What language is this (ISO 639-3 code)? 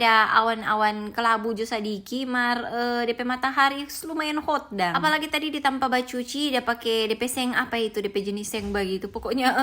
xmm